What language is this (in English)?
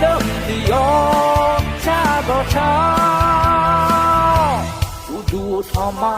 Akha